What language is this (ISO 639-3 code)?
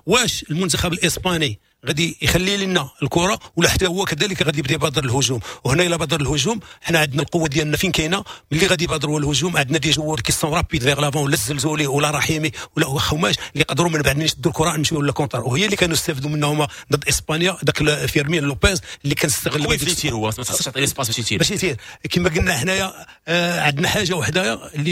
ary